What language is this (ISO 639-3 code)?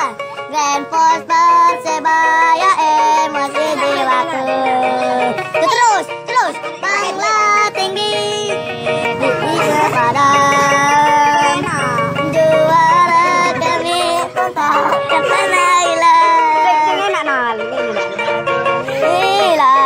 ind